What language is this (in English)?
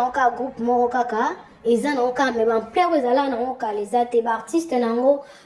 Lingala